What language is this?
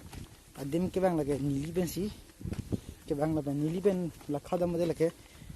Karbi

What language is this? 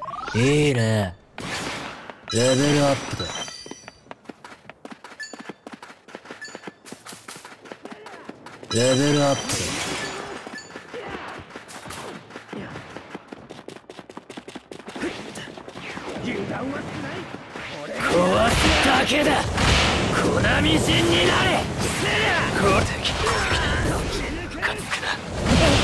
Japanese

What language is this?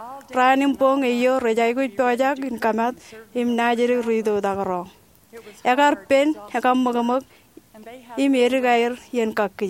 Marshallese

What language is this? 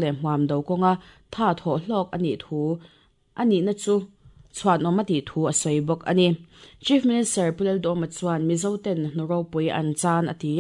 Mizo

